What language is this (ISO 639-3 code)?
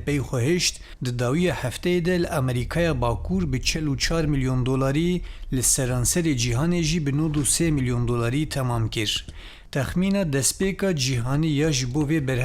kur